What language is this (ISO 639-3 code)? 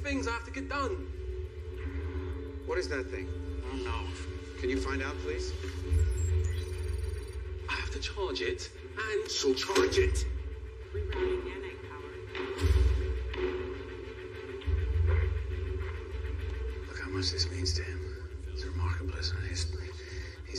eng